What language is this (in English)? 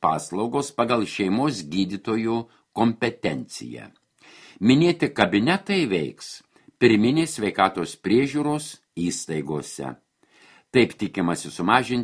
Lithuanian